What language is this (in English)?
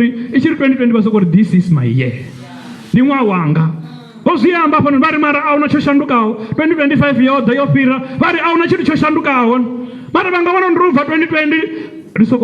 Venda